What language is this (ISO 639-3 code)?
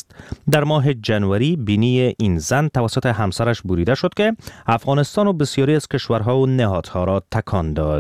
fas